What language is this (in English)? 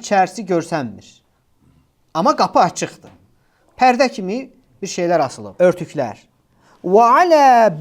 Azerbaijani